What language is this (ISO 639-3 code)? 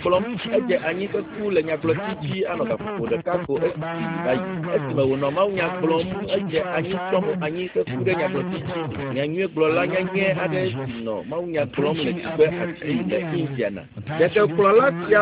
ewe